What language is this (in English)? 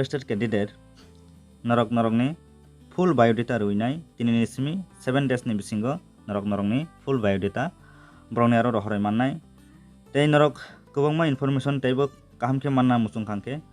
Kok Borok